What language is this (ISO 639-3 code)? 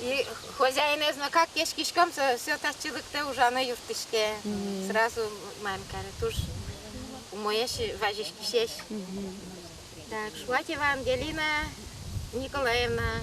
udm